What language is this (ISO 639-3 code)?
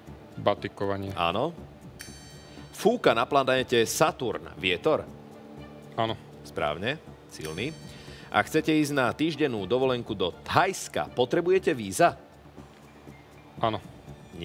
slk